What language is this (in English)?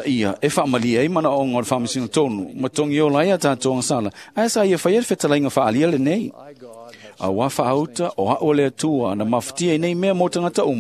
Samoan